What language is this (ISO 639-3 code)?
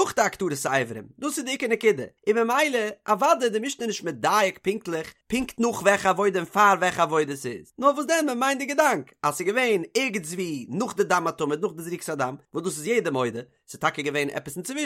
yid